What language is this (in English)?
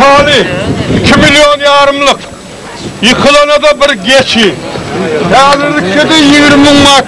Turkmen